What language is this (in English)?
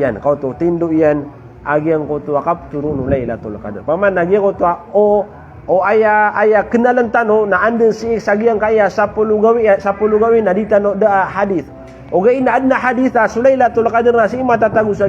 Maranao